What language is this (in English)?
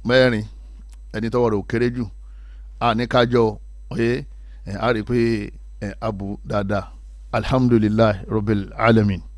Yoruba